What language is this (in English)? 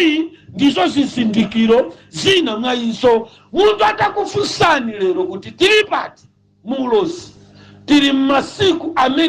Nyanja